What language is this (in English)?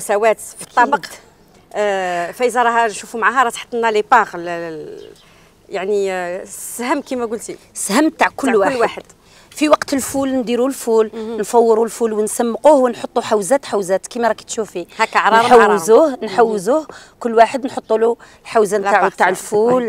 Algerian Arabic